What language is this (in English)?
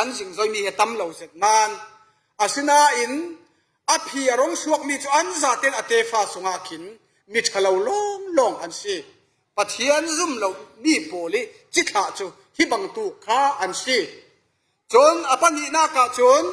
Falam Chin